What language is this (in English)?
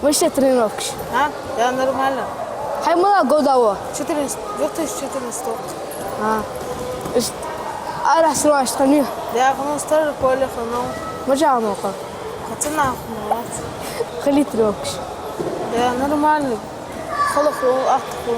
Ingush